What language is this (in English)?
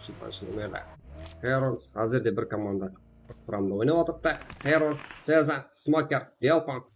Kara-Kalpak